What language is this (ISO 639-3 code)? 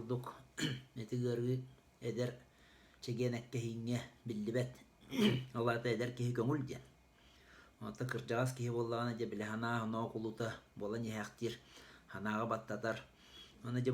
sah